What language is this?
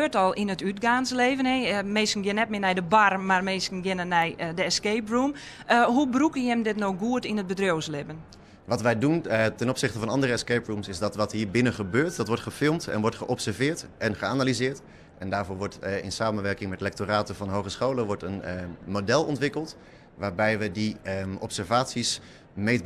Western Frisian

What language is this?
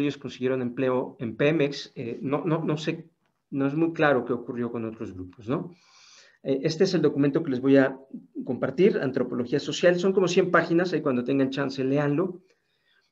Spanish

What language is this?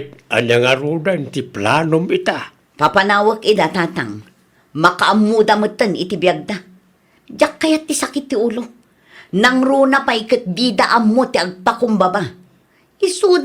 Iloko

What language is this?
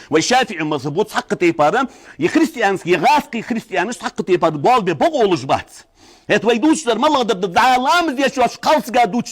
Ingush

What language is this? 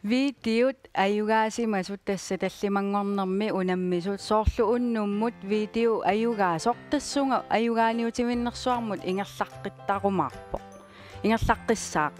Kalaallisut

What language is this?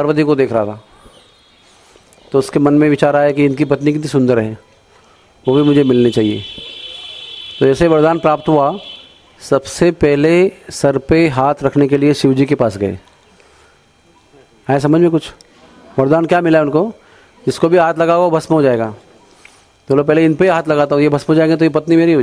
Hindi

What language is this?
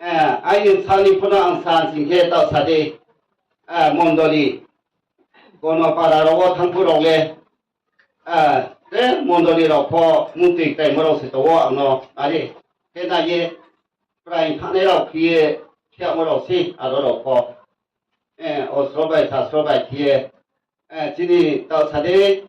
Riang (India)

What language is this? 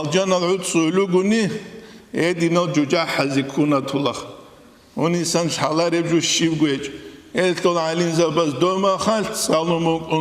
Avaric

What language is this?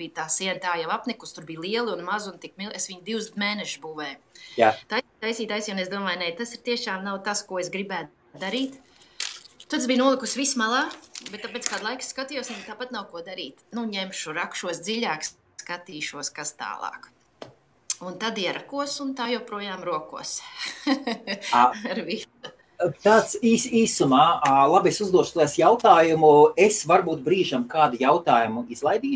Latvian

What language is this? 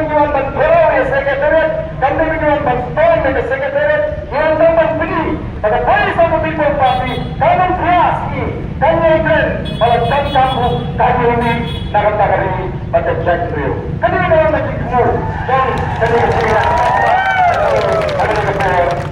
Khasi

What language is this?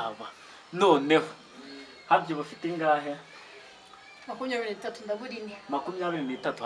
Kinyarwanda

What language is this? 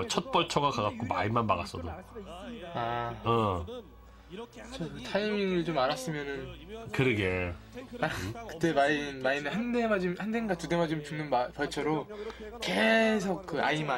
Korean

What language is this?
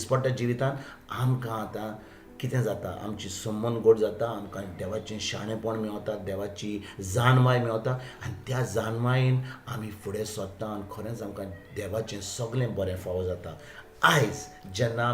Konkani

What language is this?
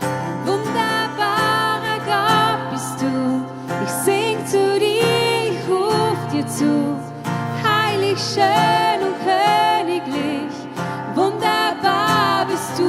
Swiss German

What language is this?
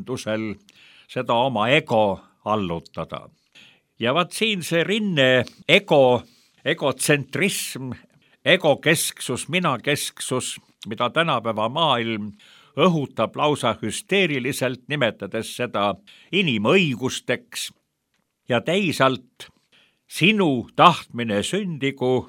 Estonian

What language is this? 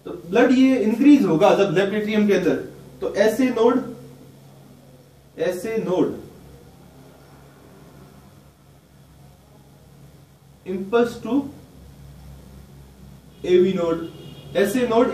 Hindi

